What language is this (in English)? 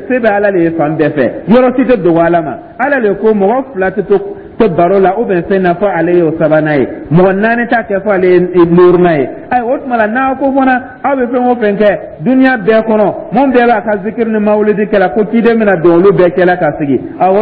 Dyula